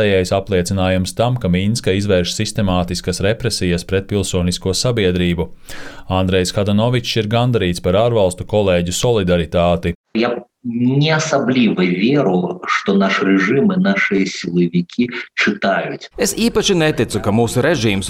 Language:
Latvian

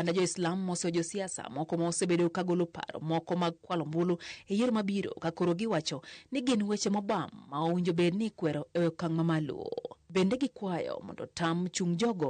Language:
Luo (Kenya and Tanzania)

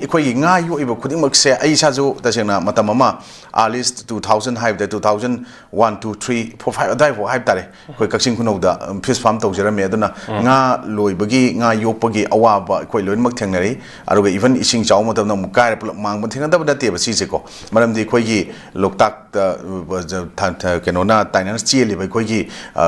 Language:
Manipuri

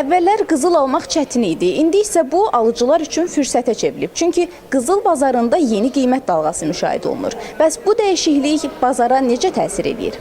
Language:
Azerbaijani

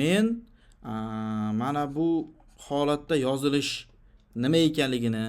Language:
Uzbek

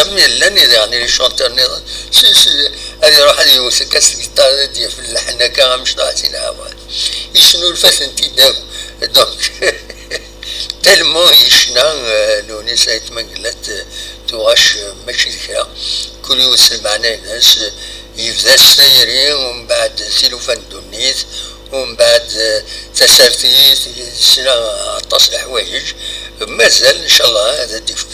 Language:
Kabyle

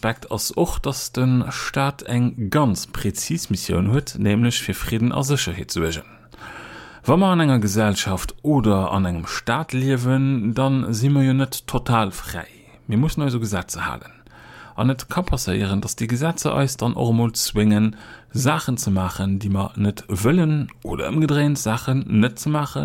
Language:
Luxembourgish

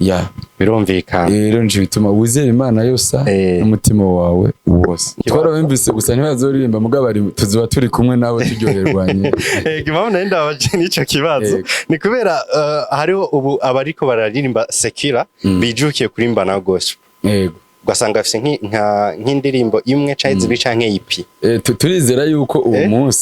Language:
Rundi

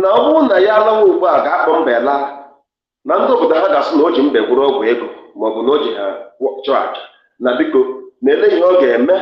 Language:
Igbo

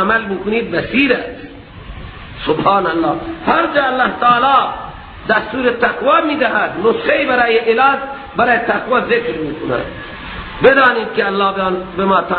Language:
Persian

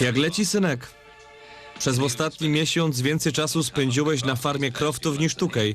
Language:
Silesian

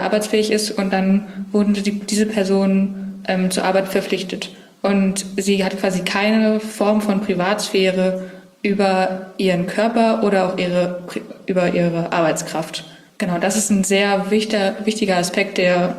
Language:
German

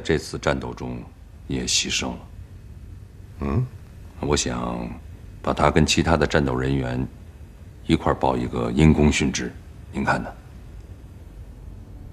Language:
Chinese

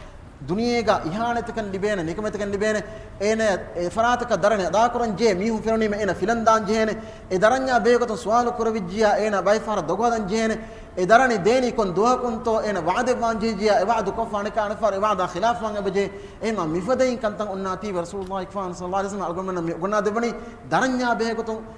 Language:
Divehi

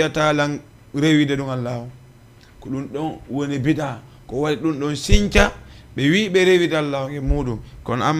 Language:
Fula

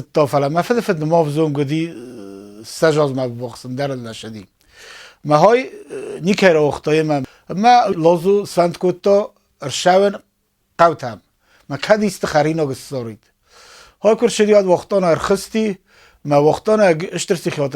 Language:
Ossetic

